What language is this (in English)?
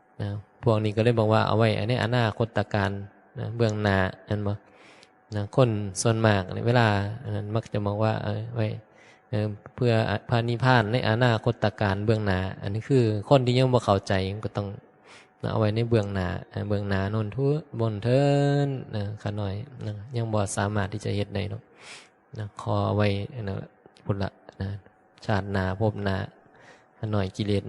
Northeastern Thai